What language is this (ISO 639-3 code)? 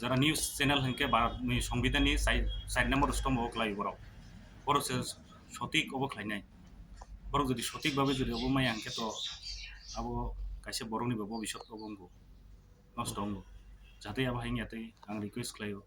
trp